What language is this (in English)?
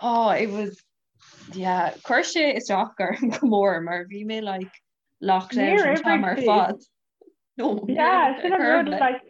Irish